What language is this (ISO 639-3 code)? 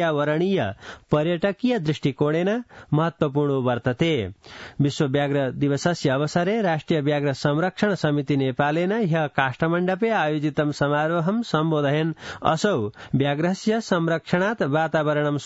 san